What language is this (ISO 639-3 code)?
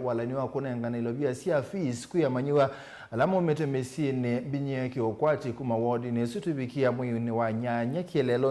kam